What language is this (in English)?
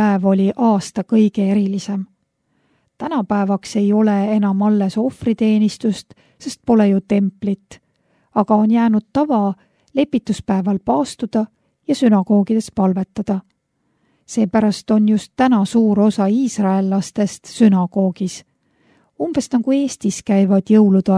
Estonian